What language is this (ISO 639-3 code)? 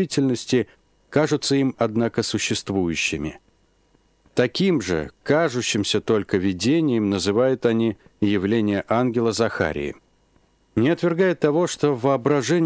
rus